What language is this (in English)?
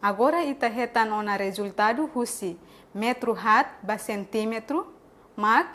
Tetum